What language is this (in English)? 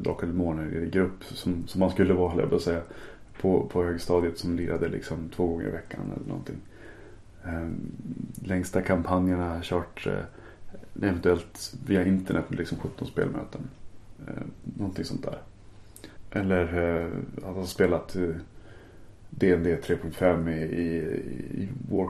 Swedish